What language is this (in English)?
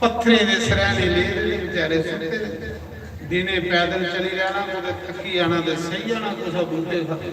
Dogri